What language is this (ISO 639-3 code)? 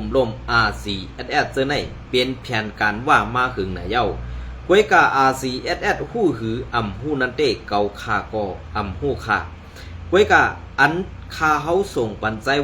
shn